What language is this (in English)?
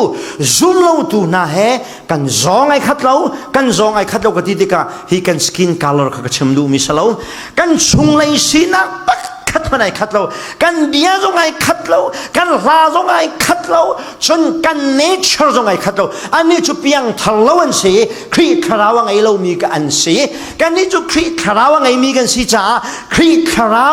Falam Chin